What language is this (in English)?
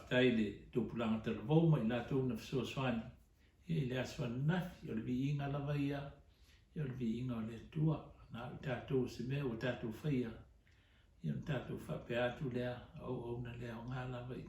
Samoan